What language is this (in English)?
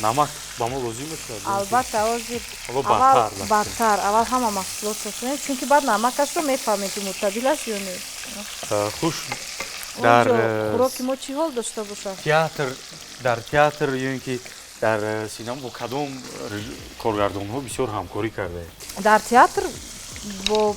Tajik